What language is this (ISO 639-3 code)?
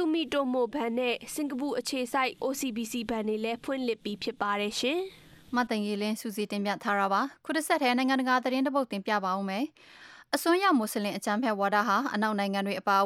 mya